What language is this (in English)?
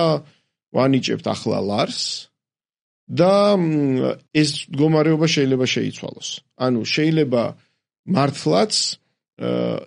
Georgian